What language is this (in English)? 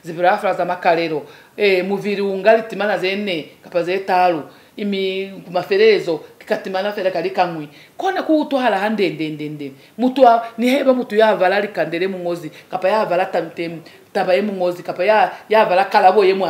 Lozi